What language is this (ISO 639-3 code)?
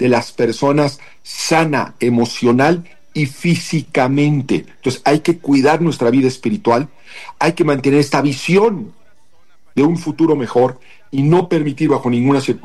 spa